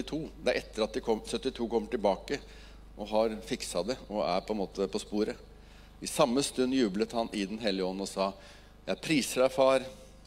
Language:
Norwegian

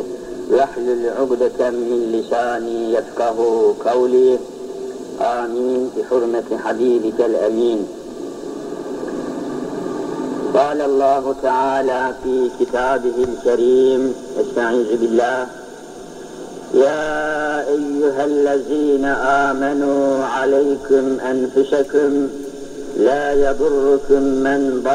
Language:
Turkish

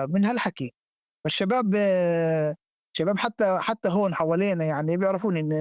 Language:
North Levantine Arabic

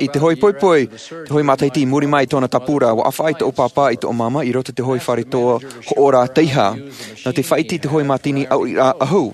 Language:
Tahitian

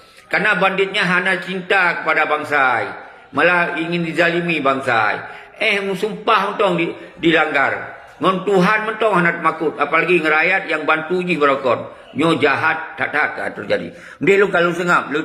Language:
Achinese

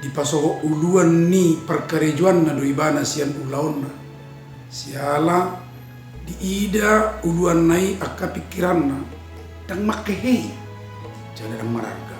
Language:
Batak Toba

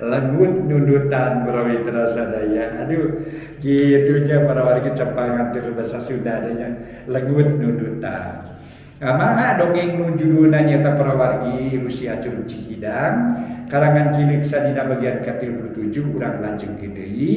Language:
Sundanese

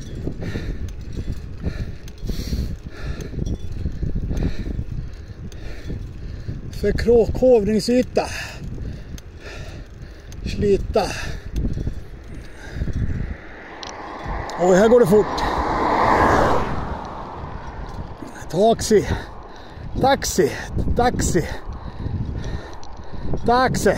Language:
Swedish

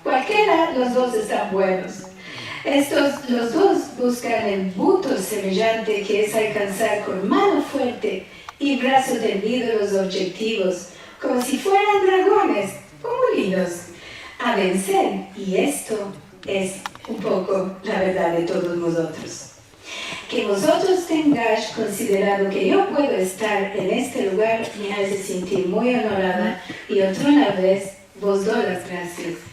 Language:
Ladino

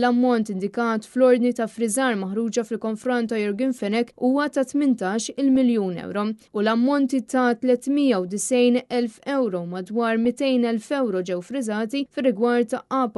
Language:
Maltese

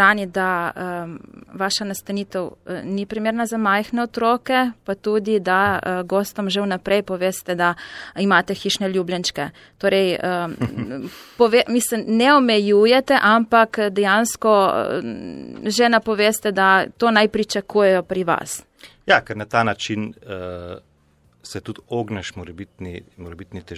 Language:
Slovenian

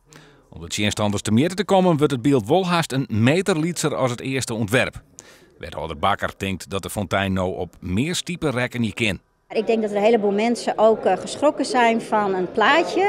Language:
Western Frisian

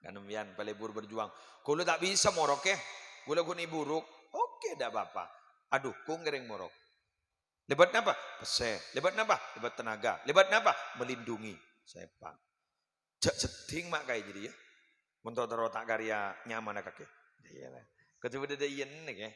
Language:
Madurese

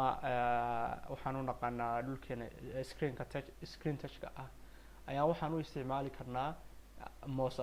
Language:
Somali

